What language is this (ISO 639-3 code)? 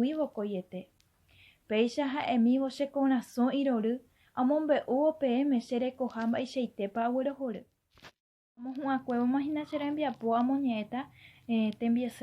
grn